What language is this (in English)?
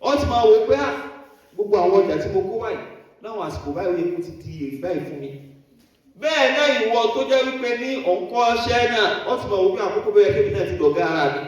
Yoruba